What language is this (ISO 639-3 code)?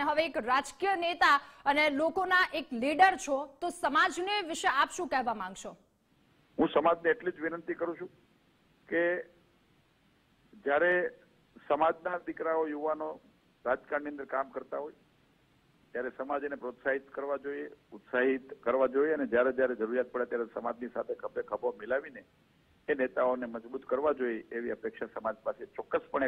guj